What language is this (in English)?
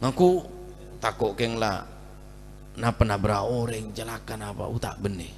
Madurese